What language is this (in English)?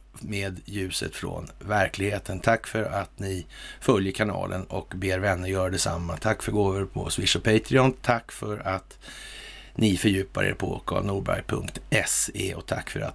Swedish